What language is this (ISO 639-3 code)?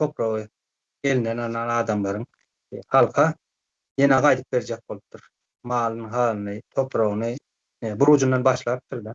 tuk